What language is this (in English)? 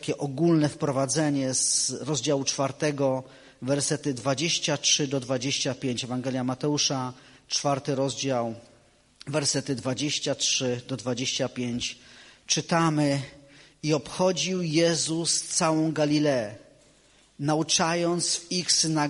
Polish